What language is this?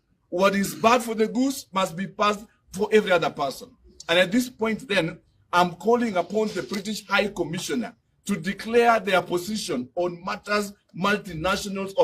Gusii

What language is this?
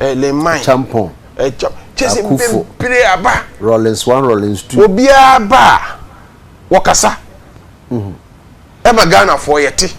Akan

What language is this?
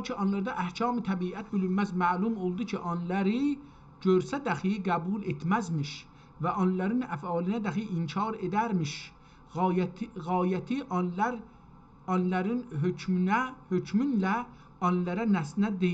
South Azerbaijani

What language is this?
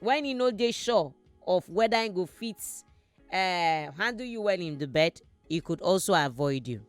Nigerian Pidgin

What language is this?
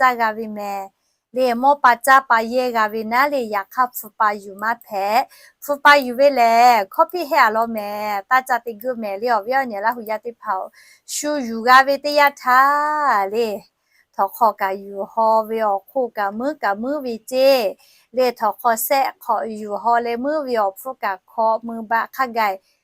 Lahu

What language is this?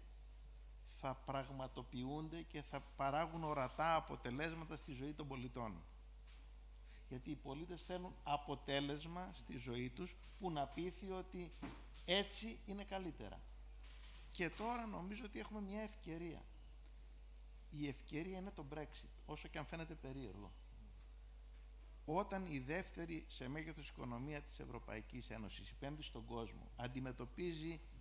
Greek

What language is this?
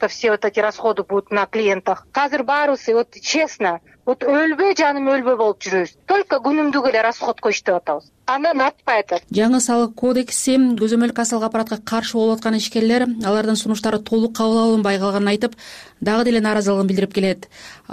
Kyrgyz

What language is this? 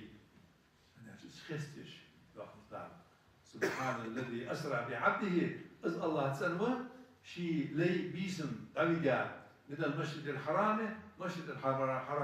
Ingush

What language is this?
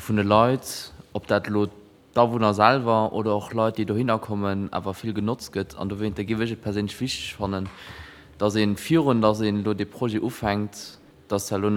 Luxembourgish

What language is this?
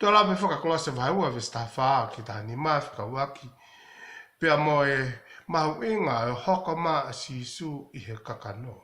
Tongan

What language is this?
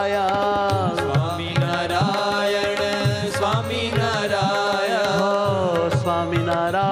Gujarati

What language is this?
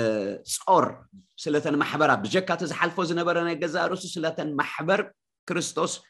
Tigrinya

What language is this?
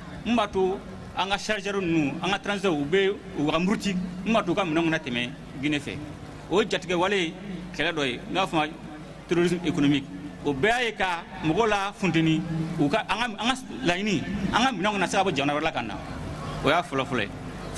Bambara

